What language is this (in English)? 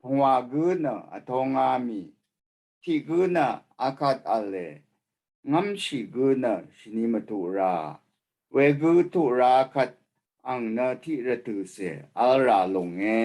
Rawang